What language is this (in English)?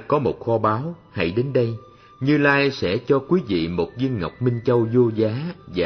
Vietnamese